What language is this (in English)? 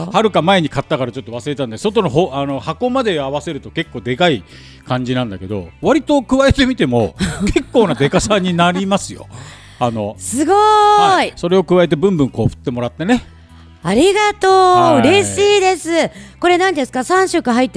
Japanese